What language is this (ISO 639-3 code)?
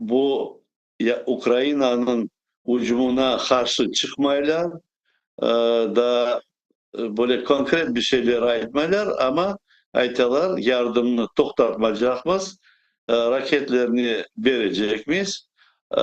crh